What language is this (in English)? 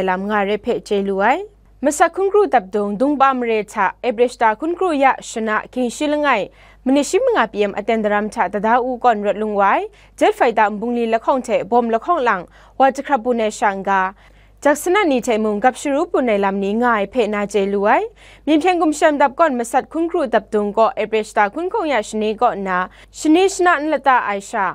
Kachin